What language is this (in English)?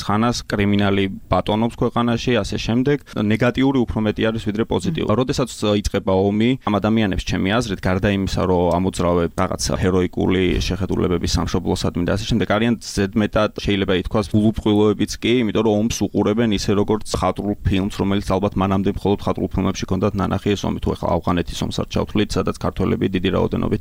Georgian